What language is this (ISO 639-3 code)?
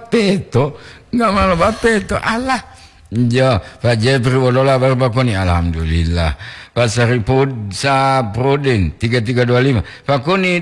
gor